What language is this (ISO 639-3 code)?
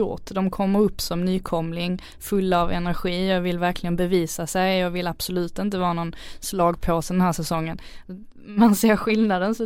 swe